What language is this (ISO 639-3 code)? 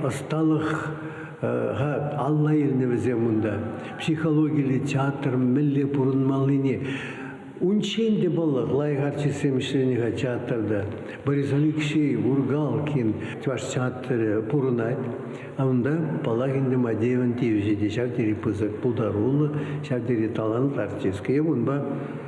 chv